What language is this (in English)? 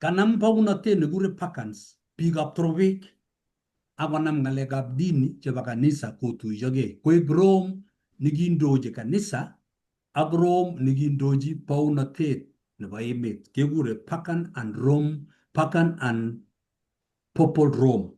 Kalenjin